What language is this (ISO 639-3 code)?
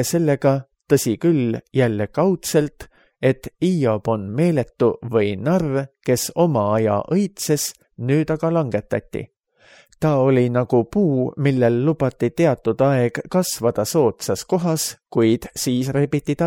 est